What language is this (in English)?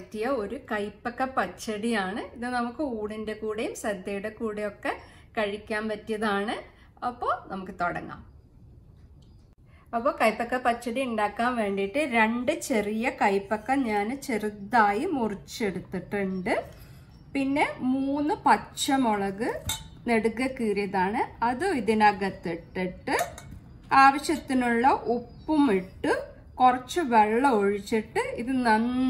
Malayalam